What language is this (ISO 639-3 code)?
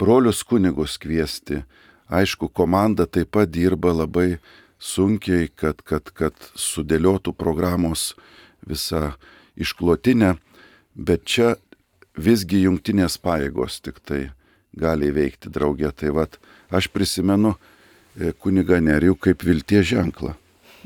lit